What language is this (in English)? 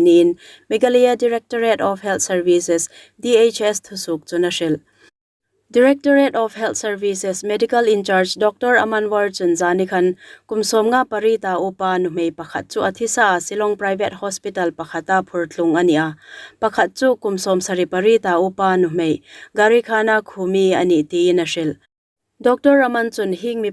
Hmar